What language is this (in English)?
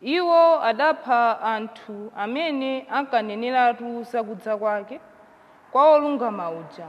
Nyanja